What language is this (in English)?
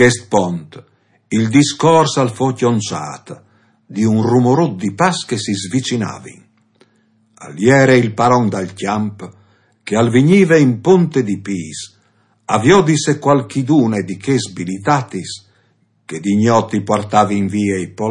Friulian